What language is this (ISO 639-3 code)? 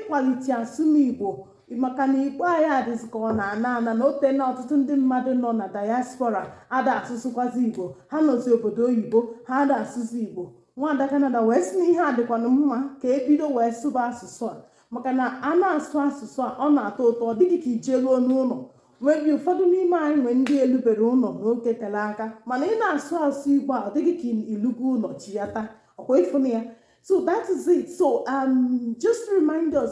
ibo